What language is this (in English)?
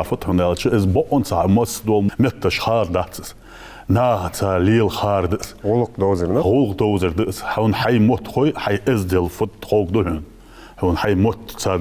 Ingush